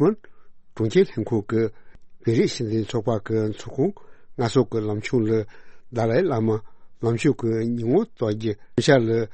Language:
Tibetan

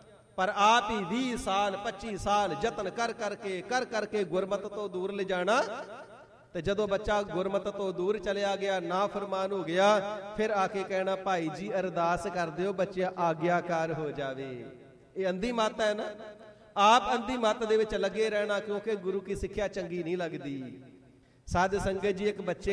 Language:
Punjabi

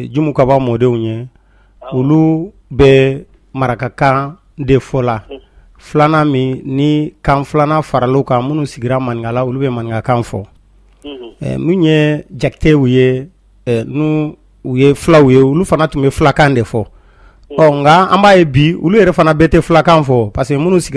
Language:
Bambara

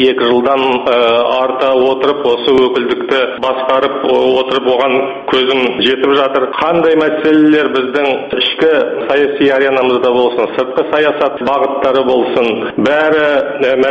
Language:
Kazakh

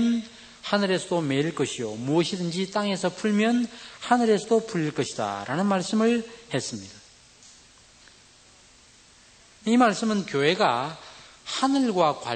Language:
Korean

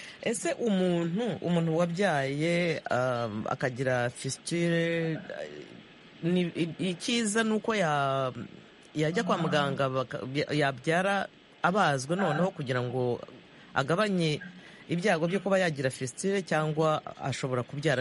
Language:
Kinyarwanda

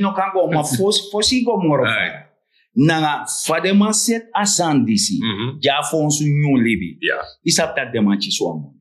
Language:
Sranan Tongo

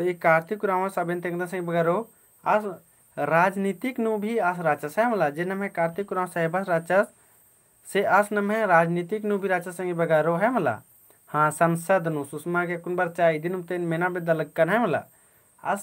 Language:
Kurukh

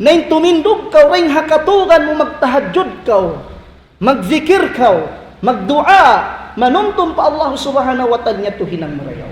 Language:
Tausug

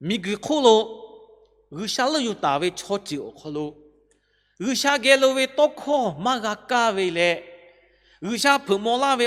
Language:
Lahu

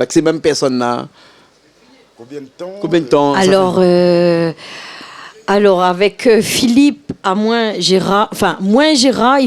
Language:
Réunion Creole French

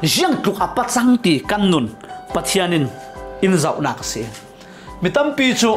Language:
Falam Chin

